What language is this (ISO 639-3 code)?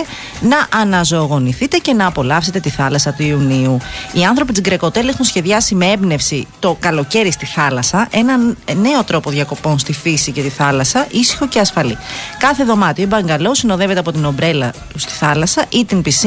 ell